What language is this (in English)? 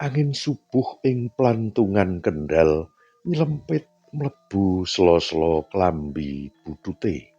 Javanese